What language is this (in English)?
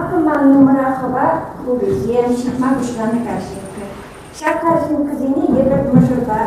Chuvash